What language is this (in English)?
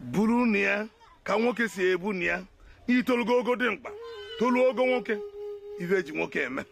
Igbo